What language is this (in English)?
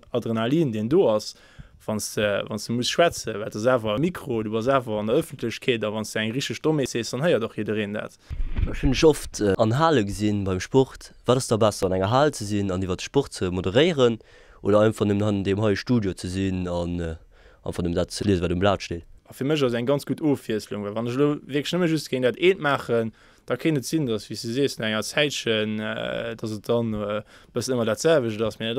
Luxembourgish